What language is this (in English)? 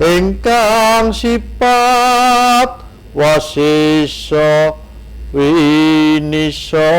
Javanese